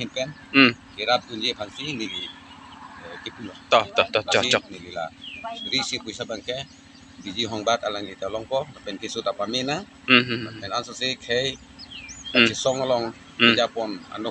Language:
Karbi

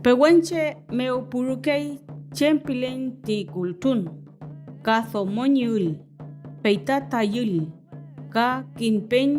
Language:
Mapuche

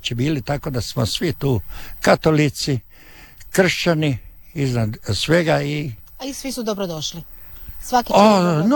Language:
Croatian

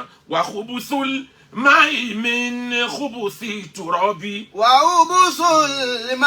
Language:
Yoruba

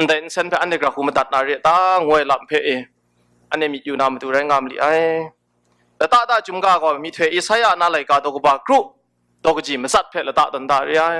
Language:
Kachin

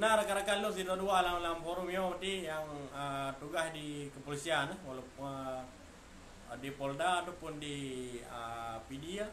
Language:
Achinese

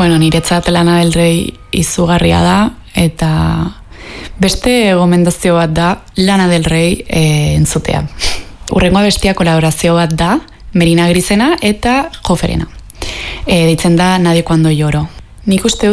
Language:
Basque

